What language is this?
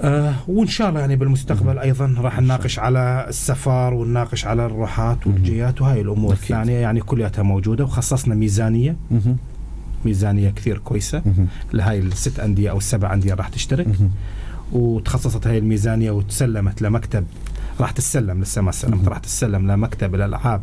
North Levantine Arabic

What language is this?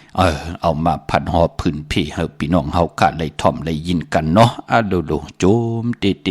Shan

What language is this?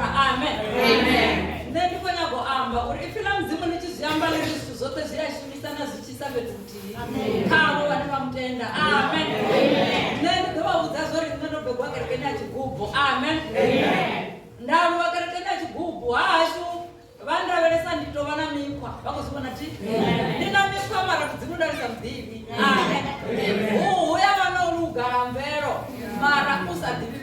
Venda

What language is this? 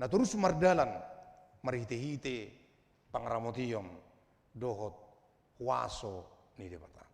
Batak Toba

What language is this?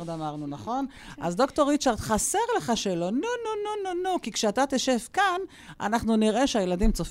Hebrew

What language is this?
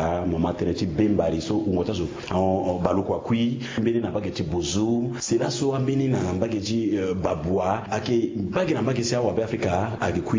Sango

